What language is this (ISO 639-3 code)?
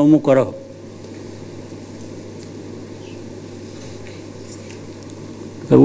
kin